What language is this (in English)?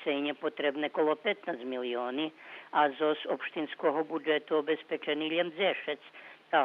Rusyn